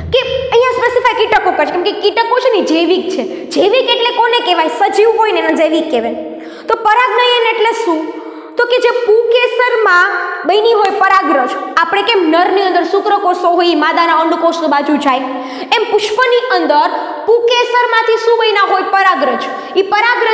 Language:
Gujarati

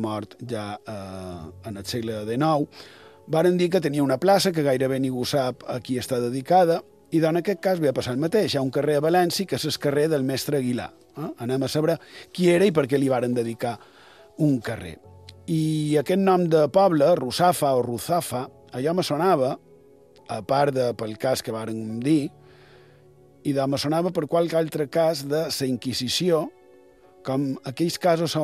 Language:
Catalan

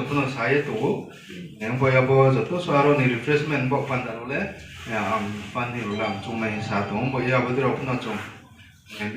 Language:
Riang (India)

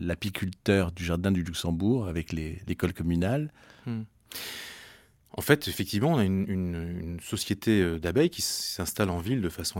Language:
French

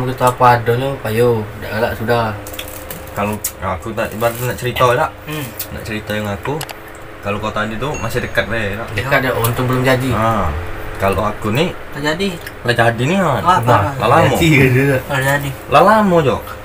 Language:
Musi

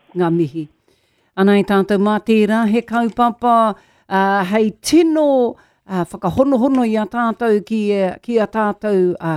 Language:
Māori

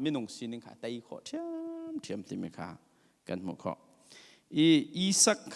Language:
Hakha Chin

